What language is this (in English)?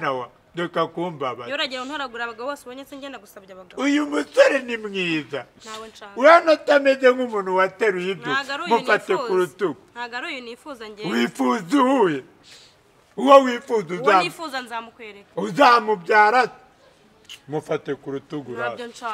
Kinyarwanda